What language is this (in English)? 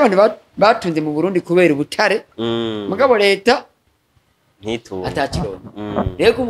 Rundi